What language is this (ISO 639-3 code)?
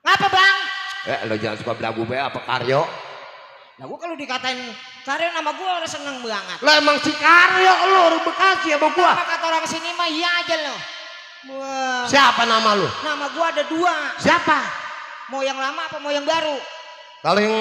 bew